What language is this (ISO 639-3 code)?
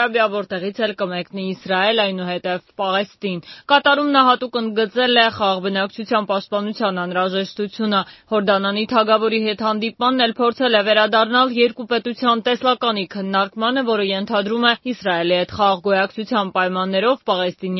hye